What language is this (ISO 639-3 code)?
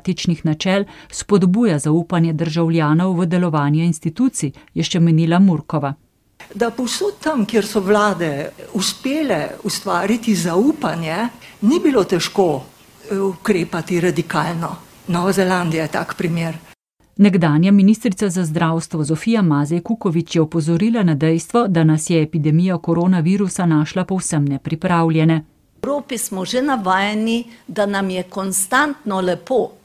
slv